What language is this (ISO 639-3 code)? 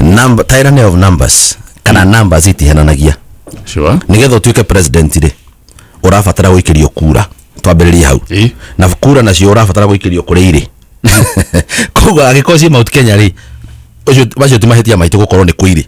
kik